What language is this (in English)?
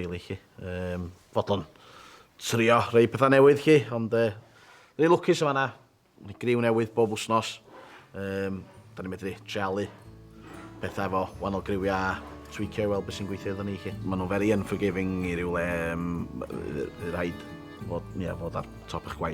Welsh